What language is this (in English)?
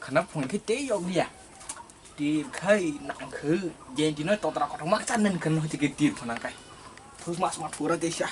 Kok Borok